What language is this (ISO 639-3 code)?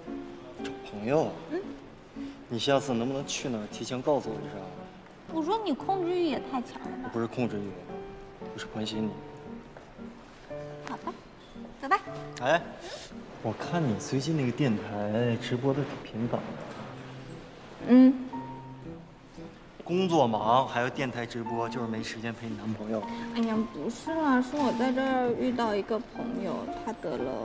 zho